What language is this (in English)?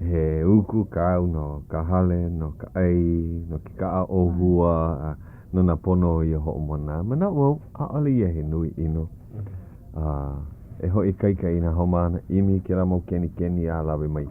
Hawaiian